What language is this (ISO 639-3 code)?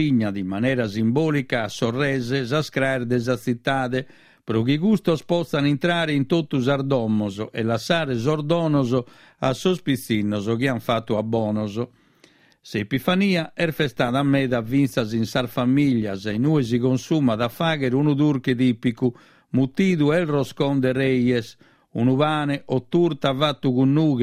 srd